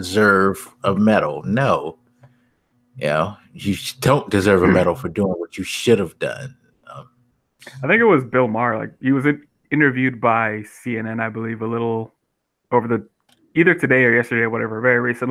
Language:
English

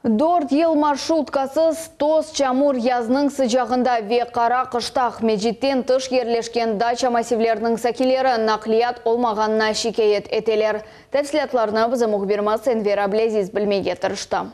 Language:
Crimean Tatar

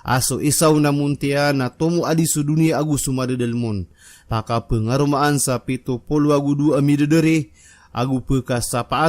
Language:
Maranao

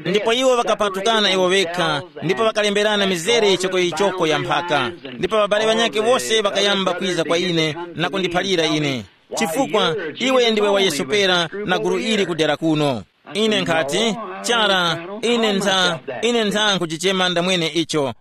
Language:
Tumbuka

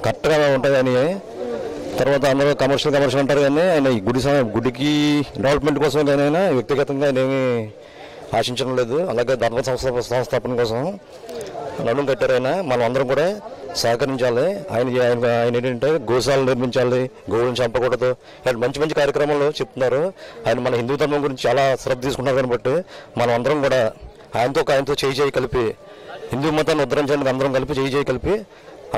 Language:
Telugu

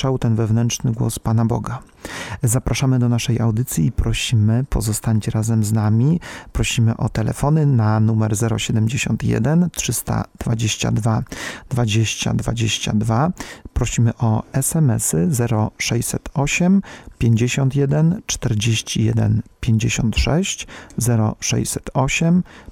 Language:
Polish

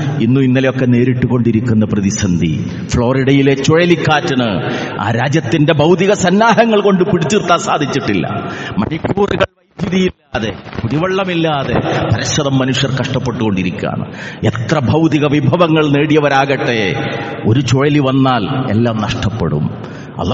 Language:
Malayalam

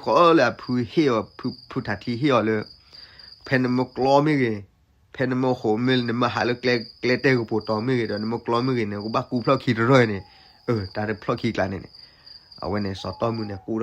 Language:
S'gaw Karen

